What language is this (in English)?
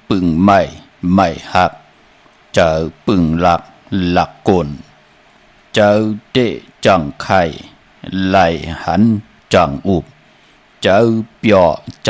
Shan